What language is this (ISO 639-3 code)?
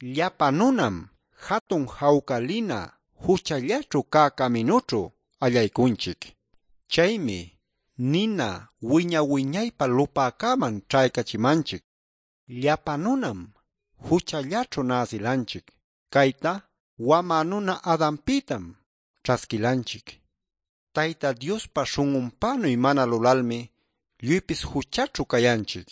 que